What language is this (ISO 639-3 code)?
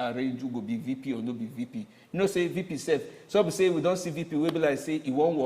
pcm